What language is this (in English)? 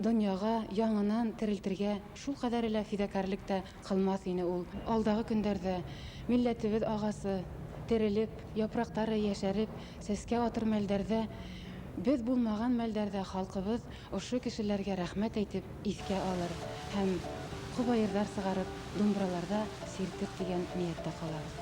Bashkir